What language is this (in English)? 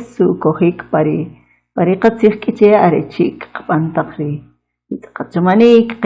Kʼicheʼ